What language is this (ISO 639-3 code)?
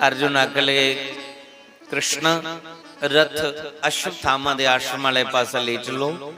doi